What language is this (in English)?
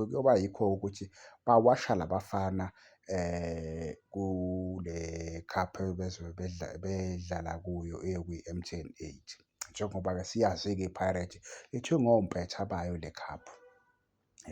Zulu